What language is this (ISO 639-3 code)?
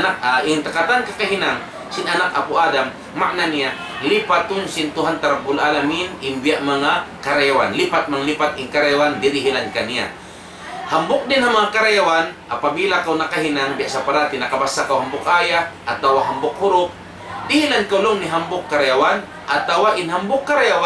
tsg